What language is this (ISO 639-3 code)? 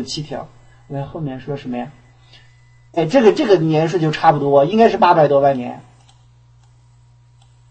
zho